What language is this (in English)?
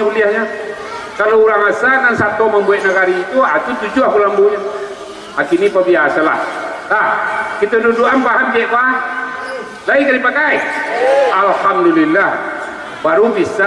Minangkabau